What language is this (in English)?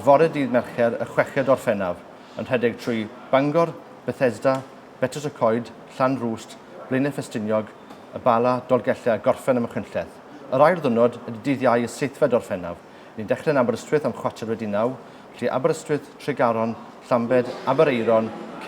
Welsh